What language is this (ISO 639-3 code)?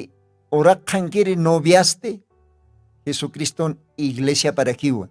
aym